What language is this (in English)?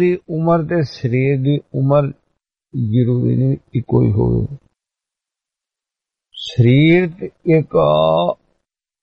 Punjabi